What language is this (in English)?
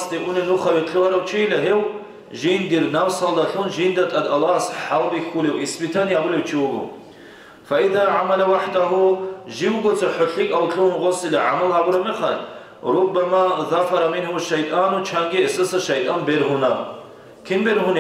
Avaric